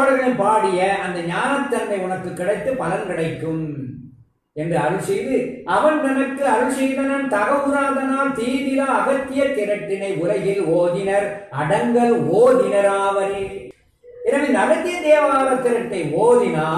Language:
Tamil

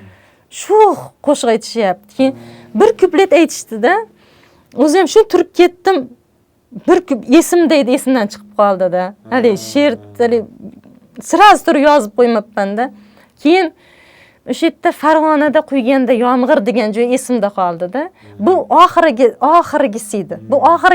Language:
Uzbek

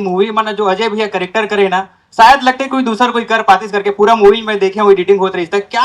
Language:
Chhattisgarhi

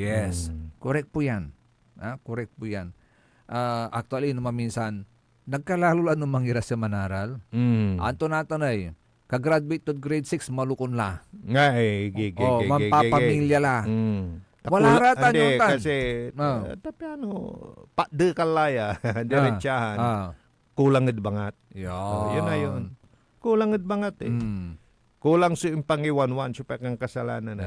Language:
Pangasinan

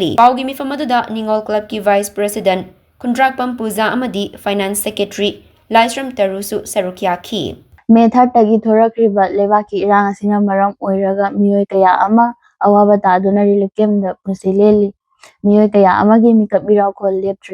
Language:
Manipuri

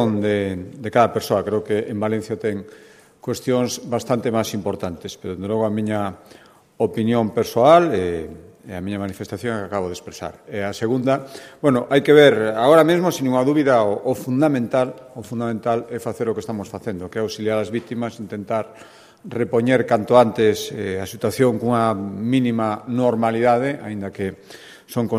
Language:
Galician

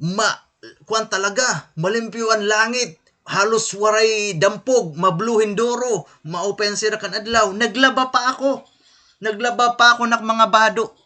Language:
Waray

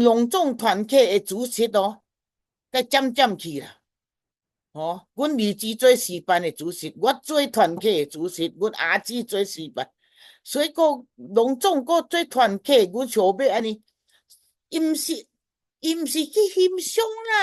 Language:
Min Nan Chinese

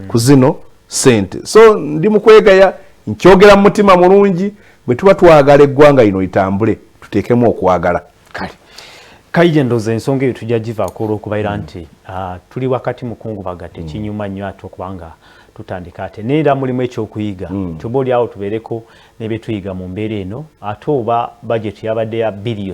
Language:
Ganda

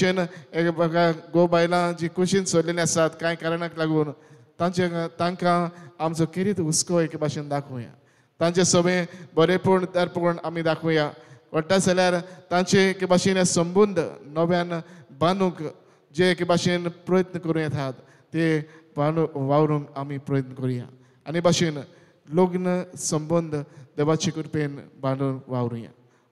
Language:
Konkani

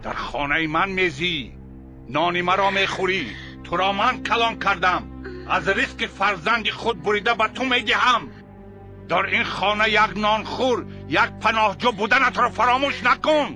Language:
Tajik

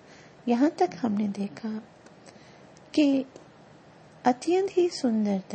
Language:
Hindi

